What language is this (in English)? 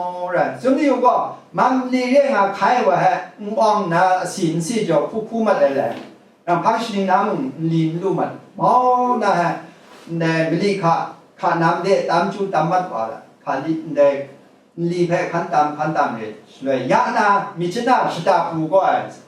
Kachin